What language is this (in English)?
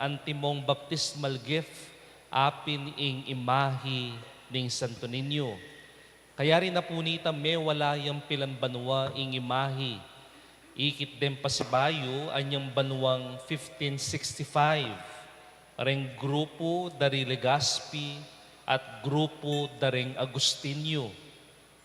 Pampanga